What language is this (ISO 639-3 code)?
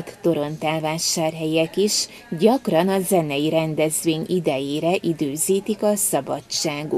hun